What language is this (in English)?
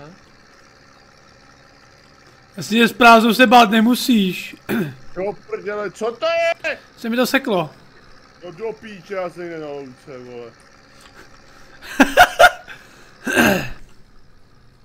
Czech